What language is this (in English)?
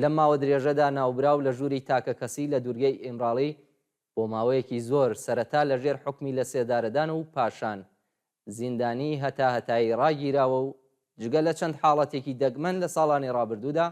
Central Kurdish